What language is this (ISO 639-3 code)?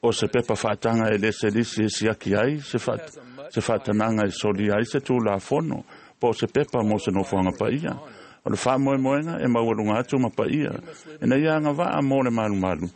smo